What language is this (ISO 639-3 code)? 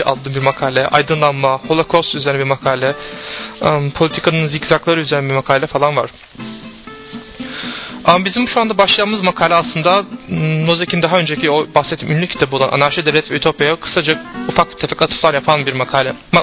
tur